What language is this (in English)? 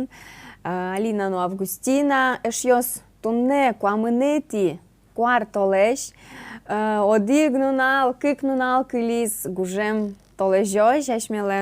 Udmurt